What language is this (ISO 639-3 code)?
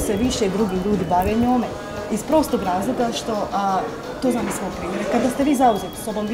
bos